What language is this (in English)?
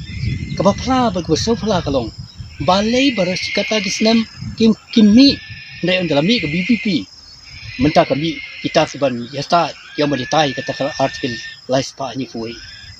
Khasi